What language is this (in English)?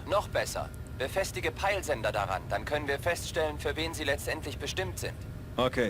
Bavarian